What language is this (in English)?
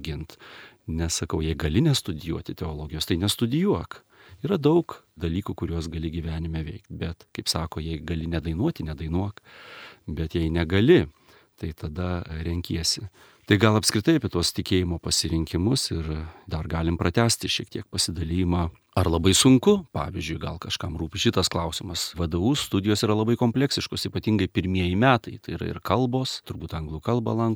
Lithuanian